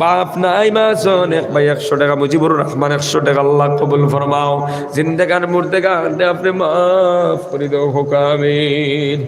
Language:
Sylheti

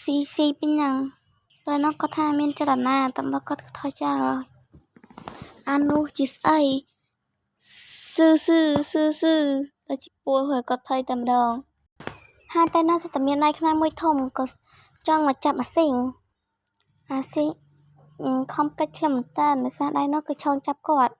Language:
Khmer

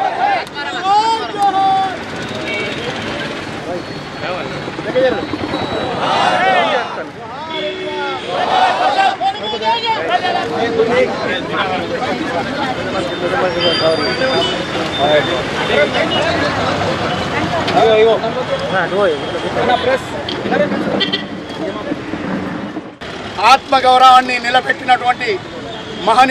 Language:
Telugu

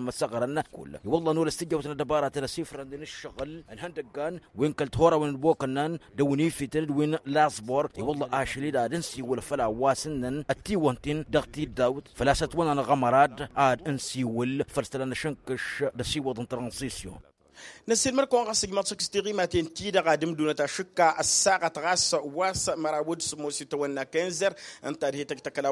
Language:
Tamasheq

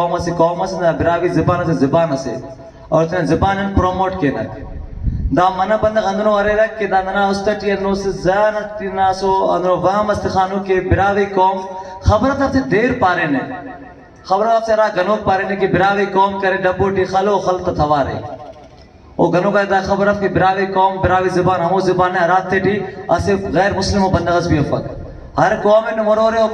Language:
Brahui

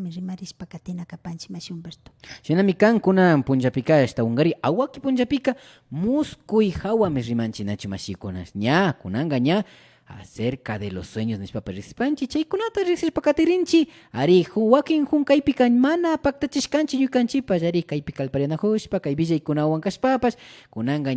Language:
Imbabura Highland Quichua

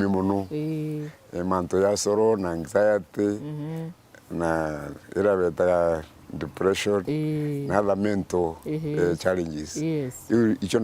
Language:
Meru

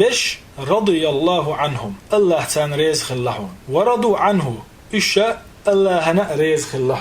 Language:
Chechen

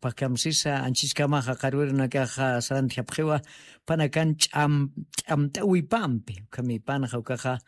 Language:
Aymara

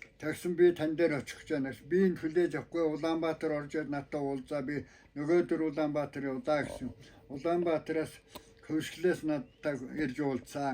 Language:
Mongolian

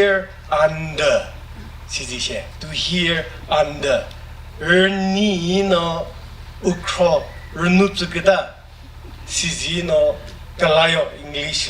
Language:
Chokri Naga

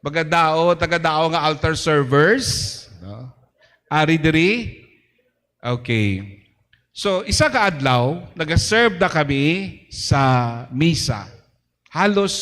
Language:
Hiligaynon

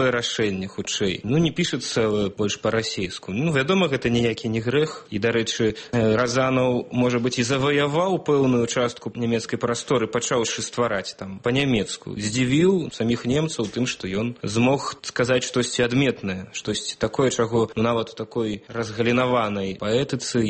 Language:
Belarusian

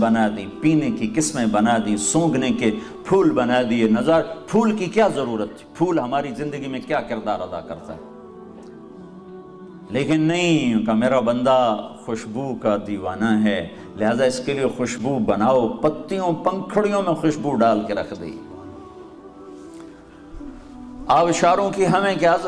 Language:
Urdu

